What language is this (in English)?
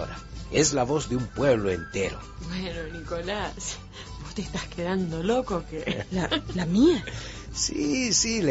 Spanish